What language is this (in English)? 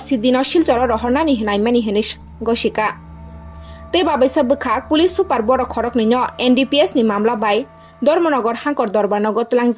Kok Borok